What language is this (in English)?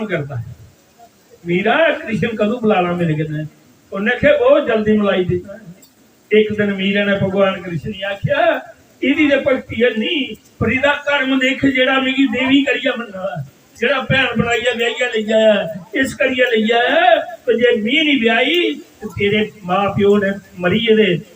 Dogri